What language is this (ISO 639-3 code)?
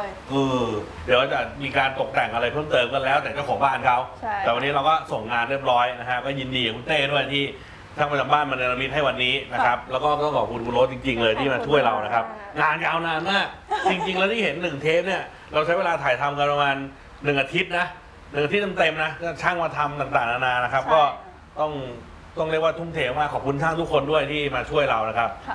tha